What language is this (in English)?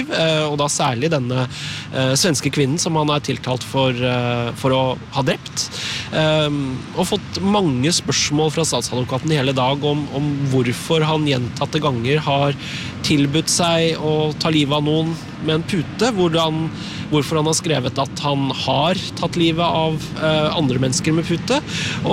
Norwegian